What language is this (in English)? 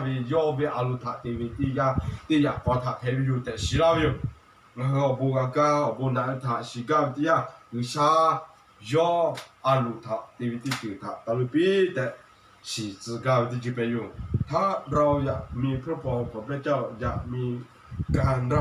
Lahu